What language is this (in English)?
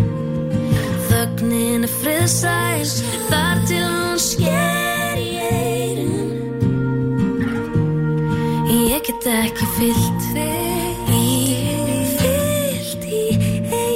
Icelandic